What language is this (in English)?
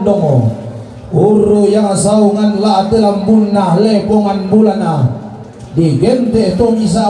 Toraja-Sa'dan